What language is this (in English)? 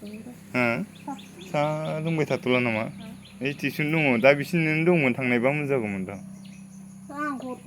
Bodo